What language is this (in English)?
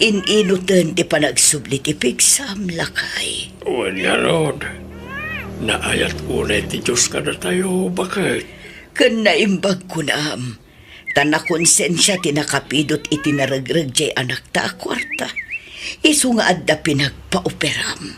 Iloko